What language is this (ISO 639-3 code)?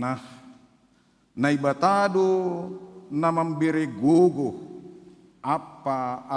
bts